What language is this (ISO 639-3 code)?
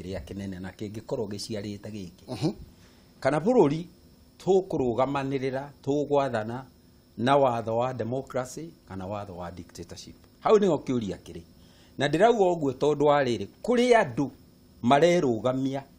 kik